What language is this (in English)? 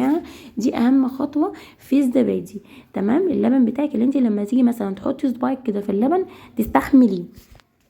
Egyptian Arabic